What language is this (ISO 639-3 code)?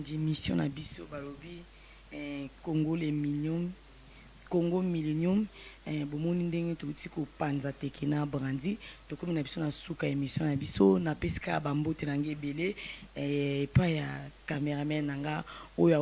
lin